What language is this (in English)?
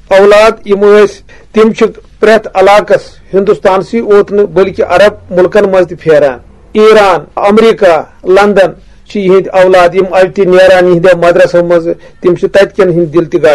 Kashmiri